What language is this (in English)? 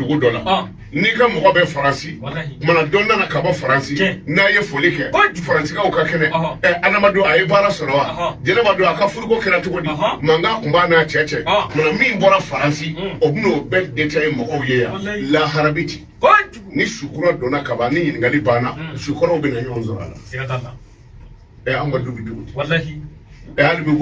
Bambara